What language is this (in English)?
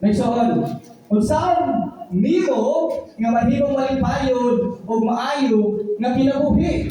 Cebuano